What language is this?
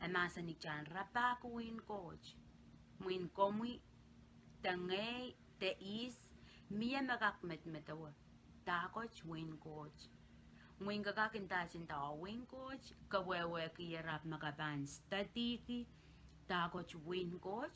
Pohnpeian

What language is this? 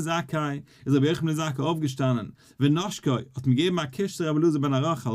Yiddish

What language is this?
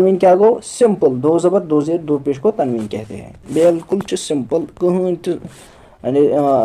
Kashmiri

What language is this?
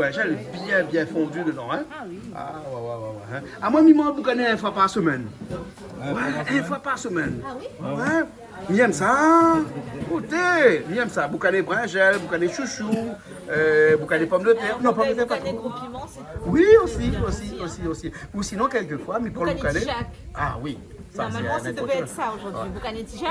Réunion Creole French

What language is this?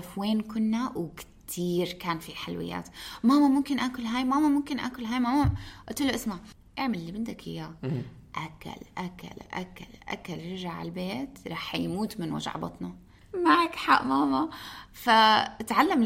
North Levantine Arabic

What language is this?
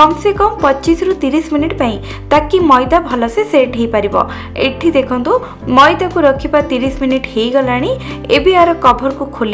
Odia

